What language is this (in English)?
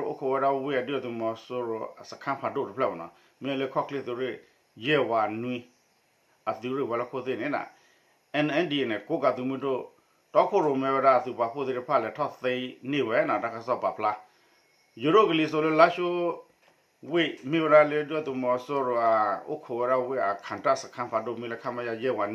S'gaw Karen